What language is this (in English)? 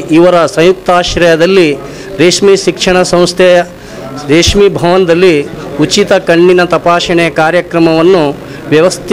Kannada